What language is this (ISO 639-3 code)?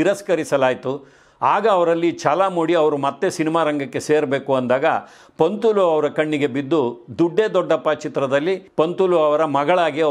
kan